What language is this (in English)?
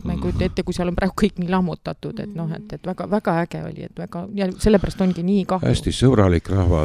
Estonian